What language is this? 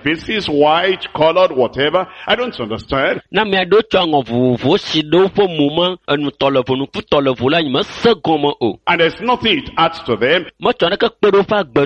Ewe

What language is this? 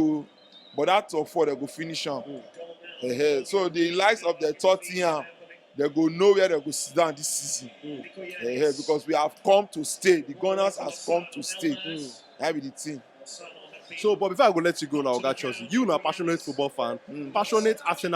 Nigerian Pidgin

